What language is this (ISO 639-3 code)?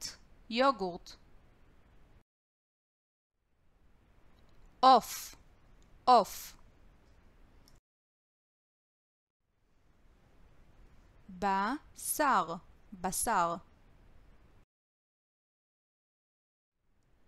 heb